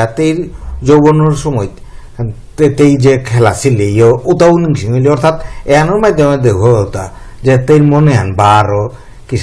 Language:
Bishnupriya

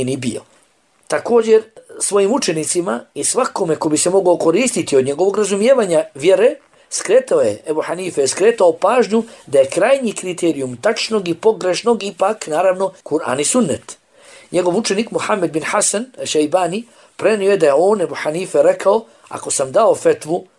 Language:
Bosnian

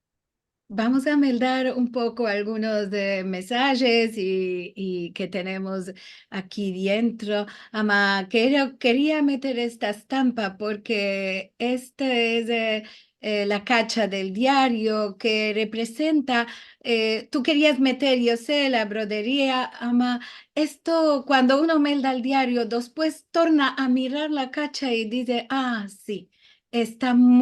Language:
Ladino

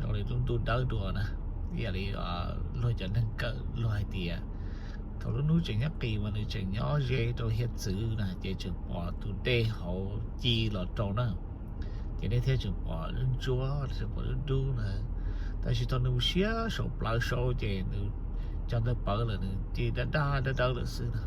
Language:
Hmong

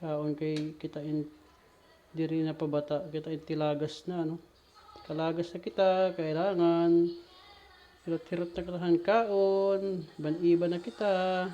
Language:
Waray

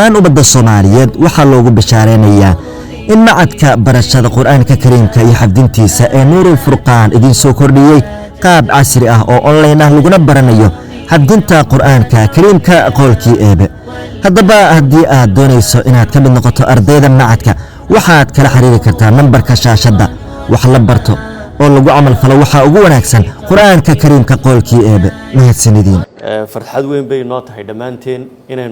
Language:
Somali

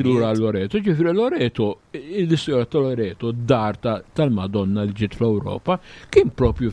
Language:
Maltese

